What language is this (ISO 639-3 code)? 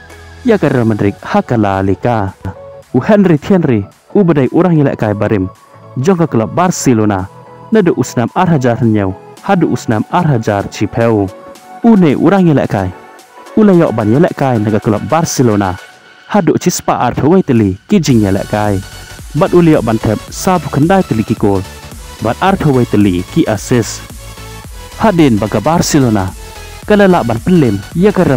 kha